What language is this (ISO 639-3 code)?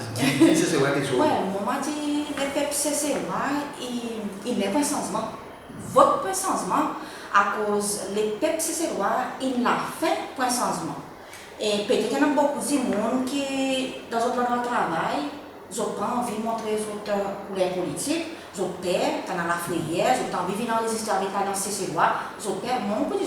crs